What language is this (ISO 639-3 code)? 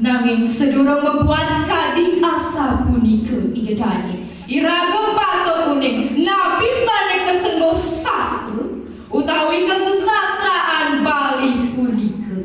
ban